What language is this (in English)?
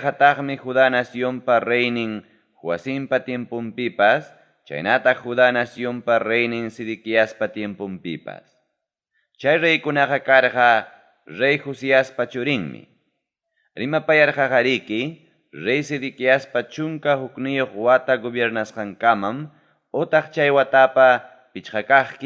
Ayacucho Quechua